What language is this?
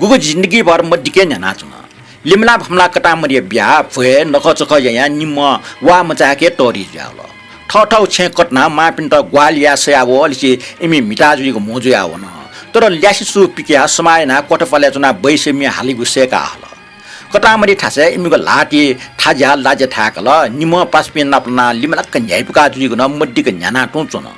Newari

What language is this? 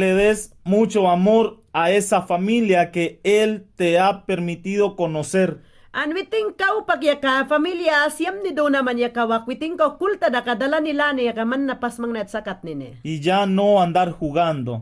Mayangna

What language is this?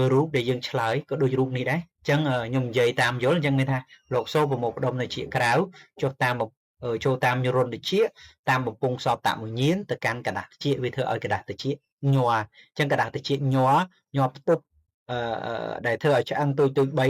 Khmer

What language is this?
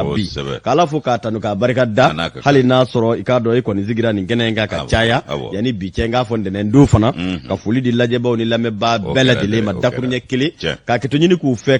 Bambara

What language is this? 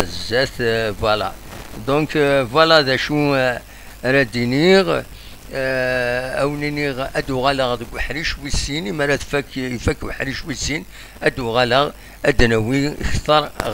Kabyle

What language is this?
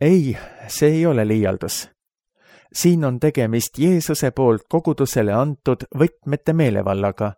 Estonian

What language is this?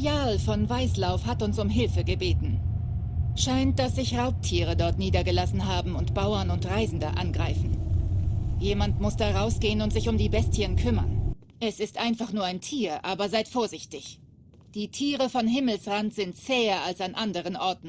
Swiss German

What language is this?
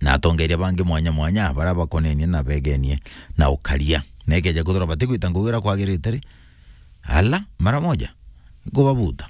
Meru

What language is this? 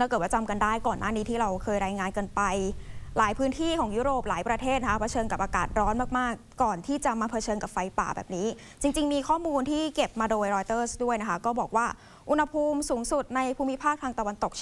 Thai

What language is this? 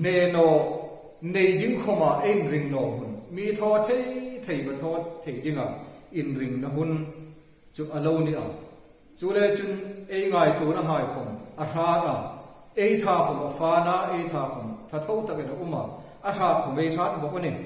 Hmar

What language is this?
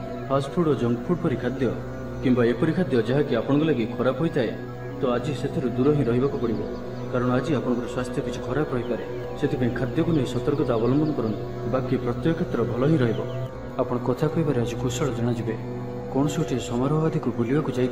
Odia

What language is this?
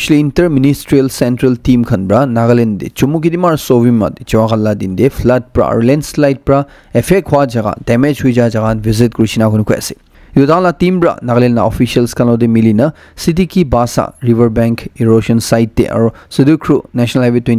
Naga Pidgin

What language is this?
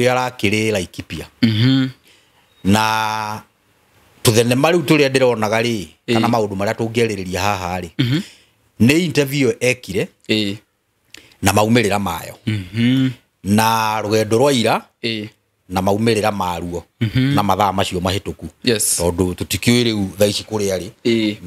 Kikuyu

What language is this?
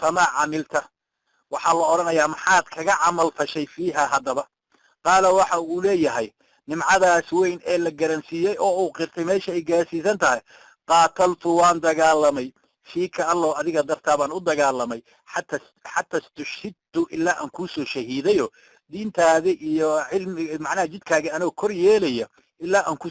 Somali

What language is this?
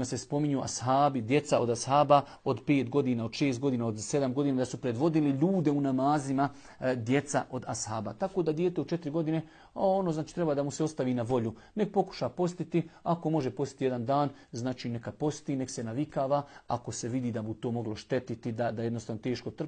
Bosnian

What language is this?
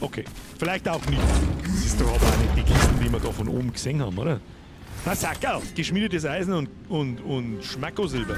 Bavarian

